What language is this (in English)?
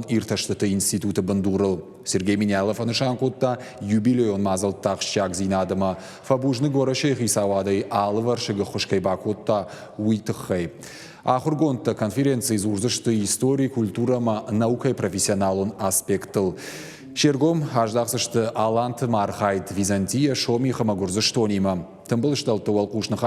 Ossetic